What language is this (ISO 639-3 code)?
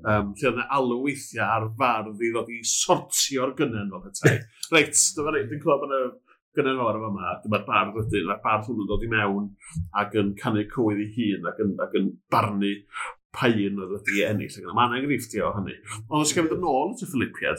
cym